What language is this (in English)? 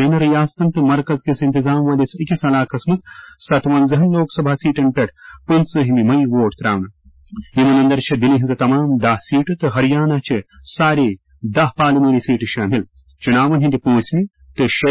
Kashmiri